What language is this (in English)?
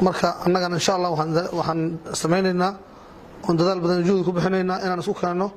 Somali